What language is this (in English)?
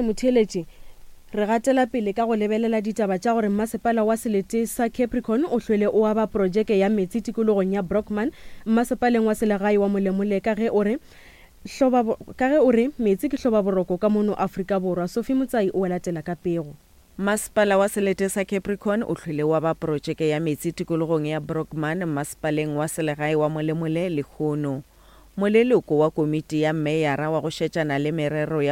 Northern Sotho